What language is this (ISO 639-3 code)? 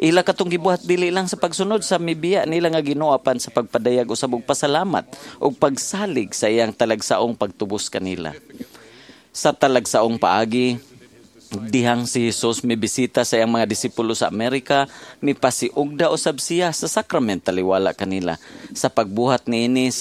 ceb